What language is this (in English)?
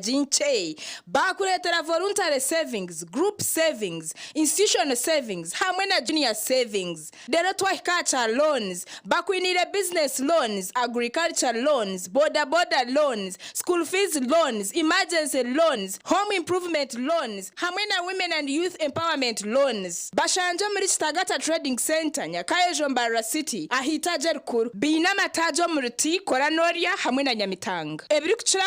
Nyankole